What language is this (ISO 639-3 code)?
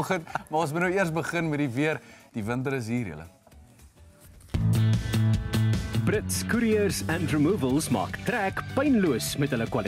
afr